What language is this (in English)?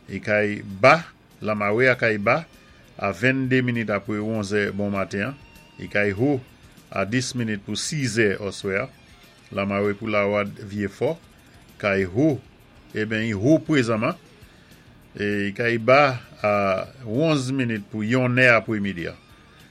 Saint Lucian Creole French